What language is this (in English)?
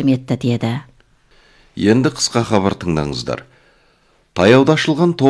Kazakh